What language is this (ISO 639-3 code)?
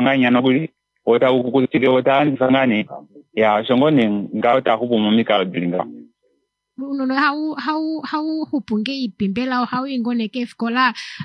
kua